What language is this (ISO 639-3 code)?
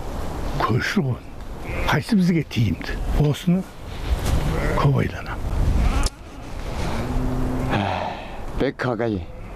kaz